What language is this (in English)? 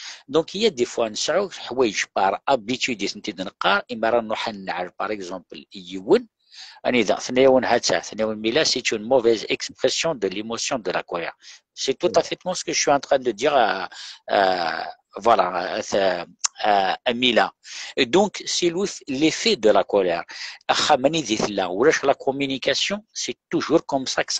Kabyle